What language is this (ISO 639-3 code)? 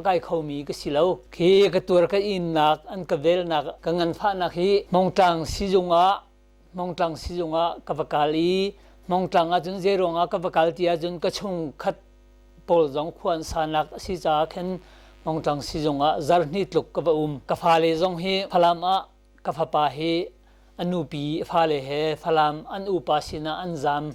cnh